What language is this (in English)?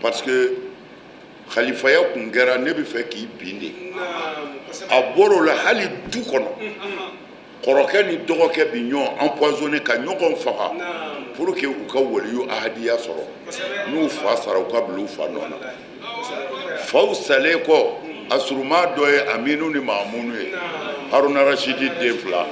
Bambara